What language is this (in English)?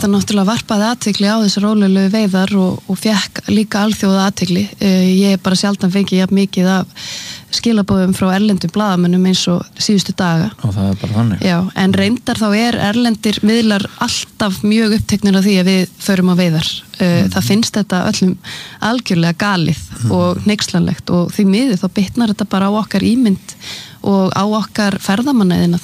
Icelandic